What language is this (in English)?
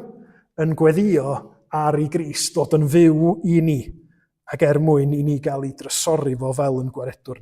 Welsh